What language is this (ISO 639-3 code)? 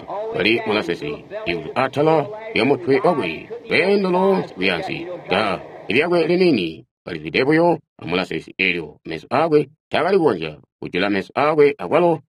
toi